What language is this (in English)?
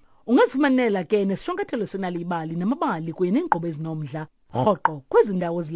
Xhosa